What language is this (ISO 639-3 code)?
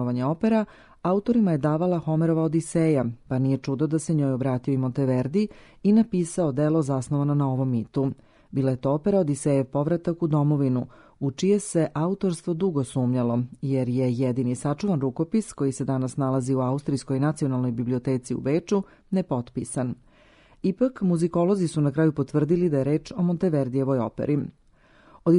srp